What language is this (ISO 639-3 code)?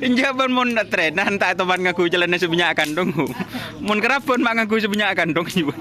mad